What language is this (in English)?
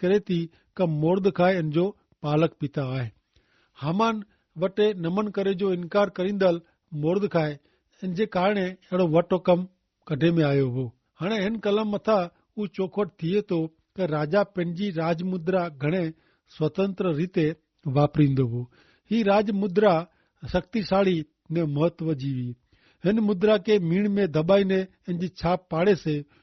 Kachhi